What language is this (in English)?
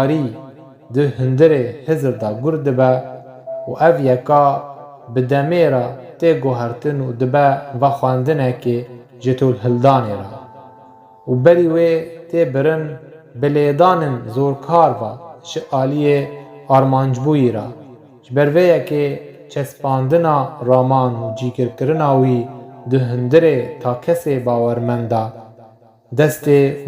Kurdish